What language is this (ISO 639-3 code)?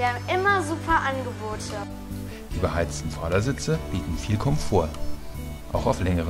deu